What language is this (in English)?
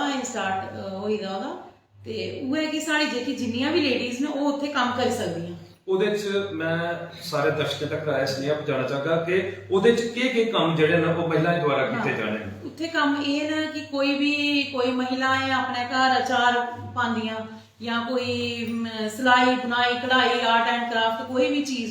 Dogri